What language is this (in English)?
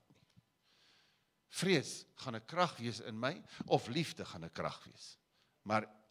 Afrikaans